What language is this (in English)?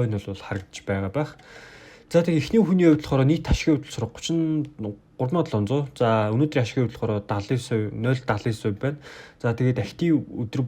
Mongolian